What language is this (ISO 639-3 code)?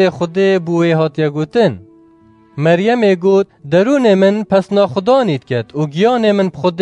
kur